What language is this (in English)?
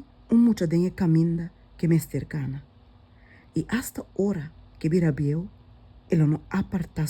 Papiamento